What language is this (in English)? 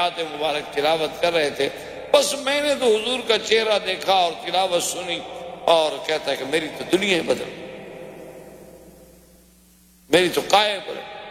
Urdu